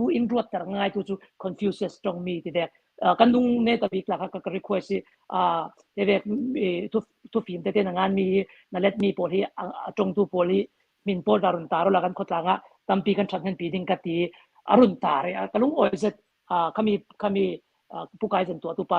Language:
Hakha Chin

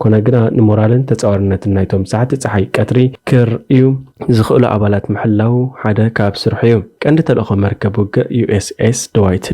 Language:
Tigrinya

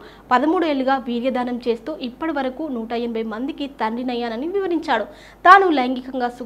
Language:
Telugu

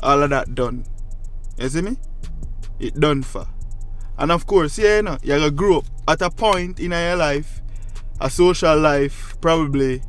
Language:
Jamaican Creole English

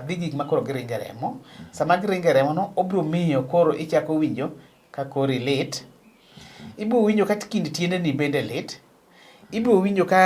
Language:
Luo (Kenya and Tanzania)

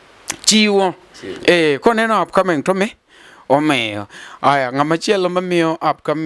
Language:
Luo (Kenya and Tanzania)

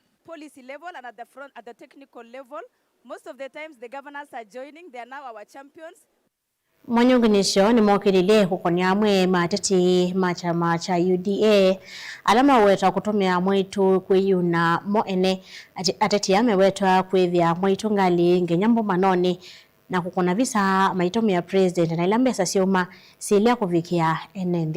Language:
Kamba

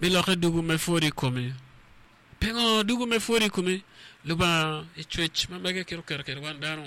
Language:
Acoli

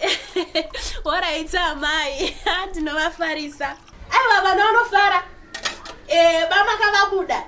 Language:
Shona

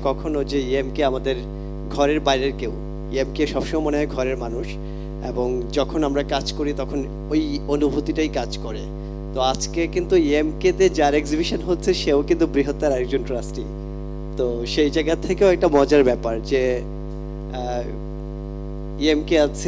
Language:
Bangla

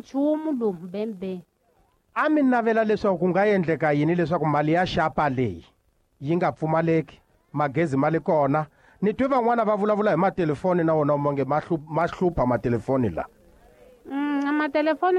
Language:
Tsonga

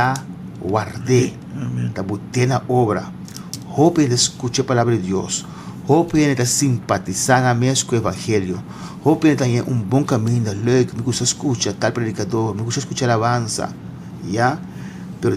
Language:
Papiamento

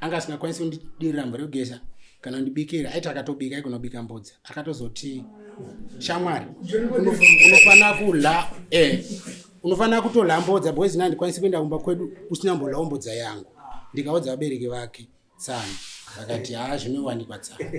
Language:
Shona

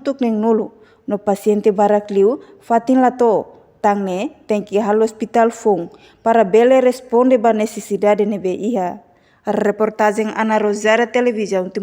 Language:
Tetum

